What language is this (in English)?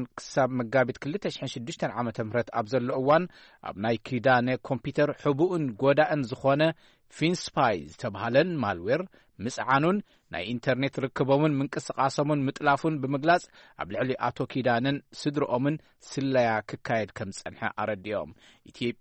Tigrinya